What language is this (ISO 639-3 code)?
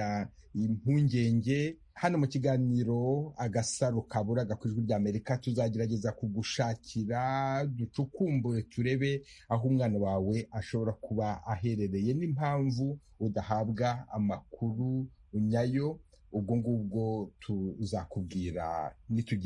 kin